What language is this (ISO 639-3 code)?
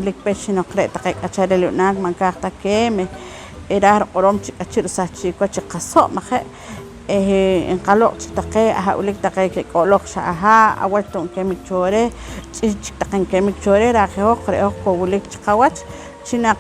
poh